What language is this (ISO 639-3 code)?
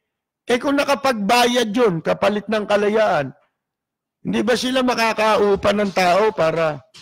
fil